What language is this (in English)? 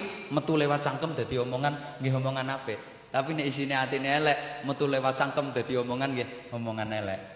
Javanese